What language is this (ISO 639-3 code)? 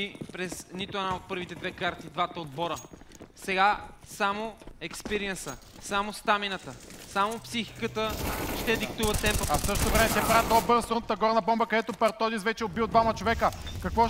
bul